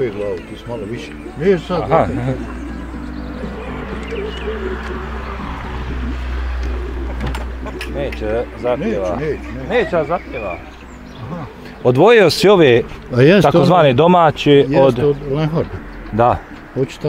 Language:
Bosnian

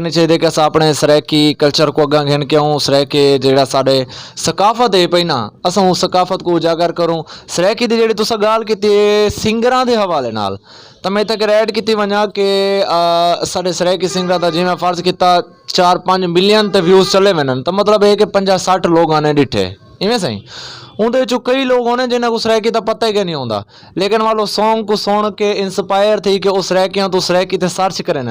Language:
Saraiki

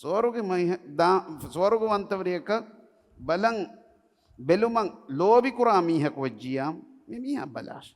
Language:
Divehi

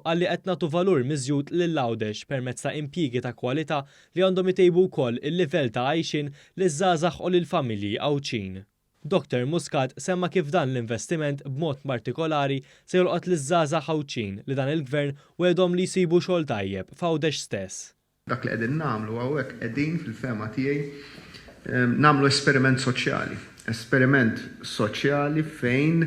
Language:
Maltese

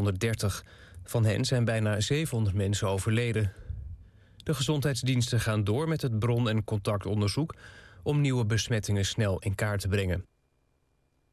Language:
Dutch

